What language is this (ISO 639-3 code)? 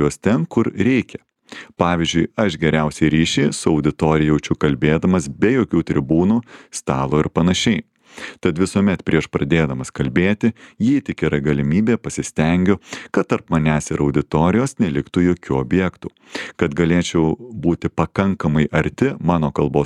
lit